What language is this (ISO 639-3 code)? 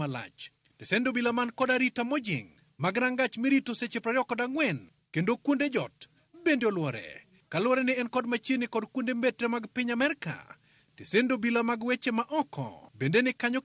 luo